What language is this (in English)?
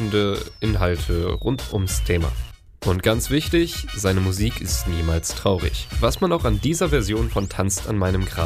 German